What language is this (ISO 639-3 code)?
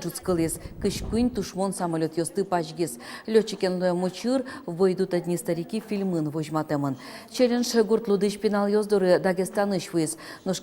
udm